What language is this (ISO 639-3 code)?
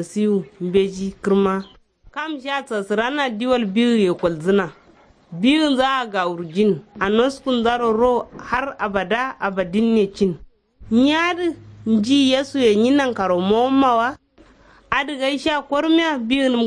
kau